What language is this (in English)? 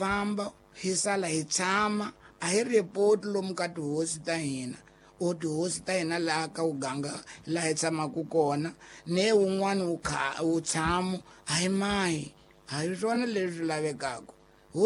Tsonga